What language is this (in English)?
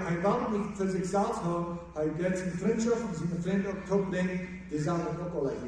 Plautdietsch